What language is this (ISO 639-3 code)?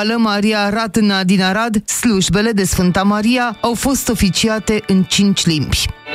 ron